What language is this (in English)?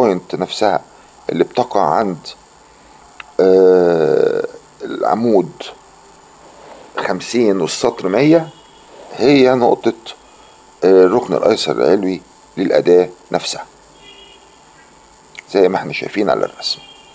Egyptian Arabic